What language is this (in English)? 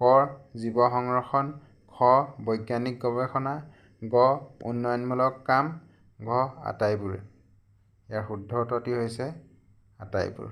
Assamese